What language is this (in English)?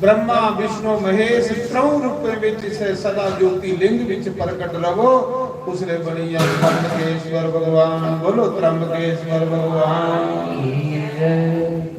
Dogri